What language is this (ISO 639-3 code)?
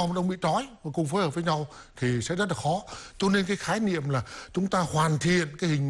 vie